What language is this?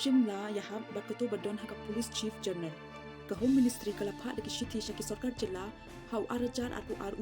Khasi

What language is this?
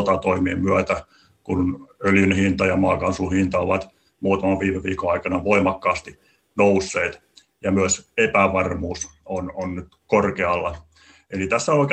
Finnish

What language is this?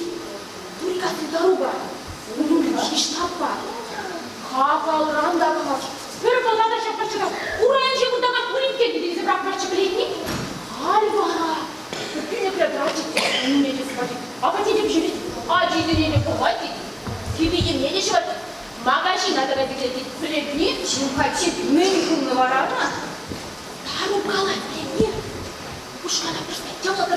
Chuvash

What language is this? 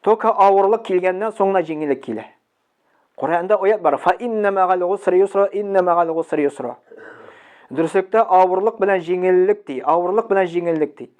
Tatar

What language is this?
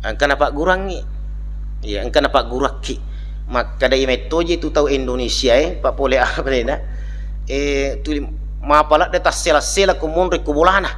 Buginese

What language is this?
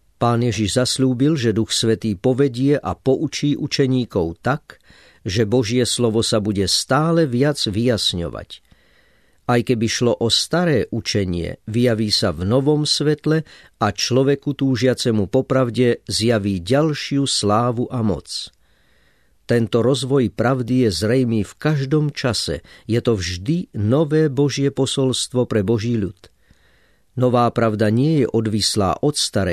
Slovak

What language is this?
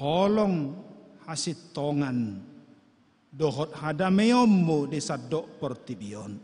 Batak Toba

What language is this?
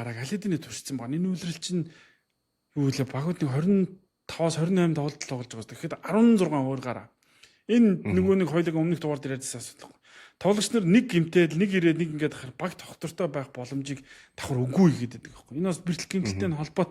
Mongolian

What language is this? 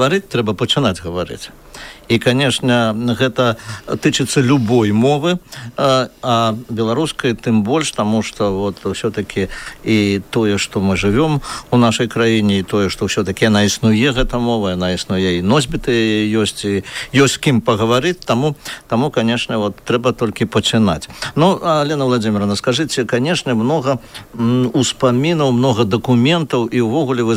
Belarusian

